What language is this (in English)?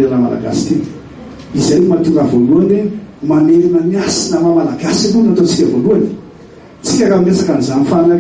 Malagasy